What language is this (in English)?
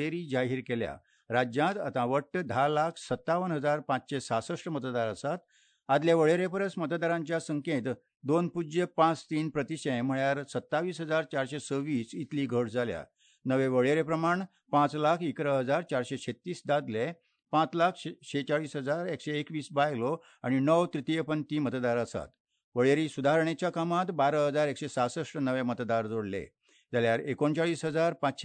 Konkani